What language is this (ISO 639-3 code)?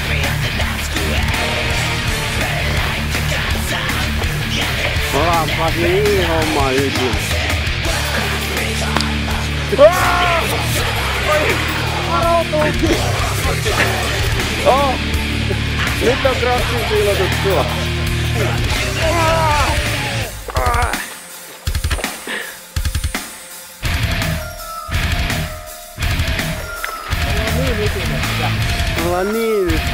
fin